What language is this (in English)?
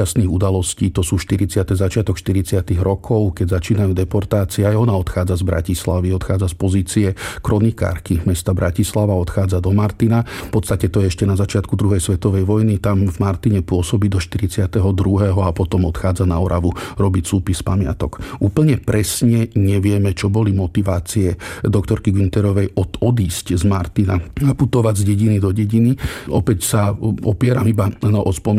Slovak